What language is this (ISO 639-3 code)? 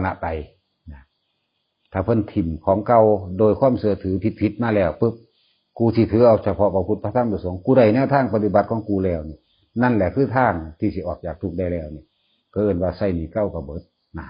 tts